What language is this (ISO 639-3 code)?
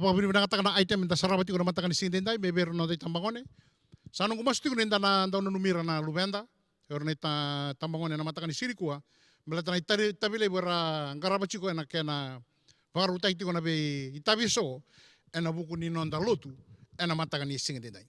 fij